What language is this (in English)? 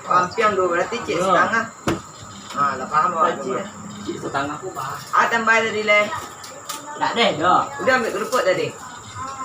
Minangkabau